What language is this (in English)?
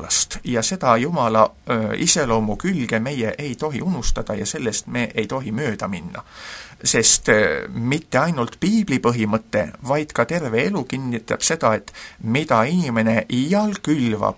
Estonian